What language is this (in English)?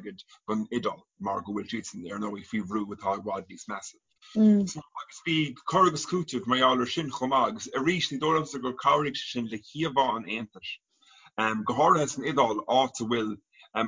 Irish